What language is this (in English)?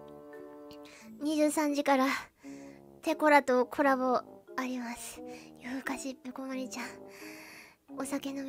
Japanese